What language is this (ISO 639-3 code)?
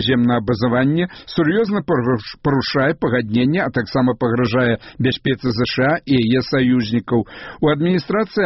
bel